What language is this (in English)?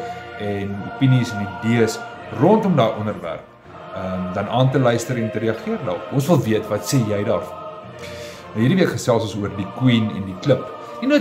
Afrikaans